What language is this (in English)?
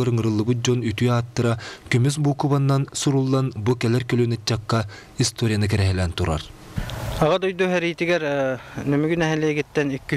Yakut